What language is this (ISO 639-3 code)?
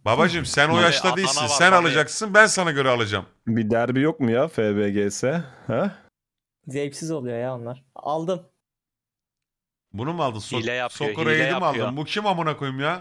tur